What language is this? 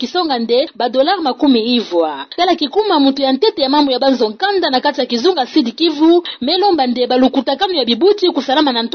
Kituba (Democratic Republic of Congo)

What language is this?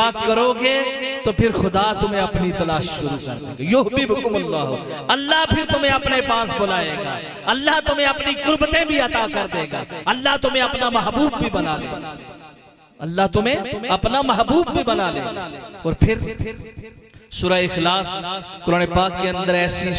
Urdu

